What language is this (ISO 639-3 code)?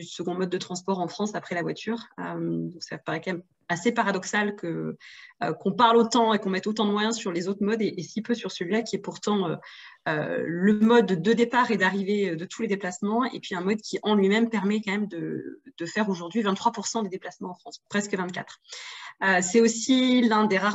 fra